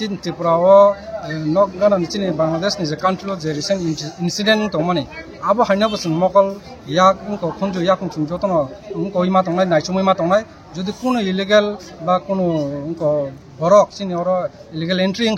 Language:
Kok Borok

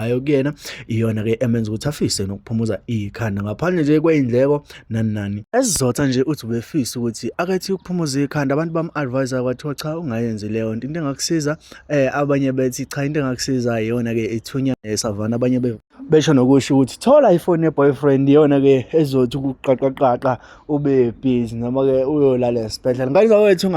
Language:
Zulu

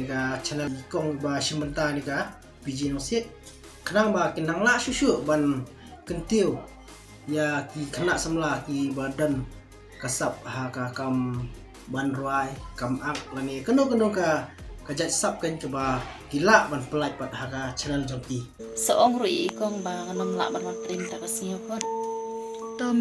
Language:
Khasi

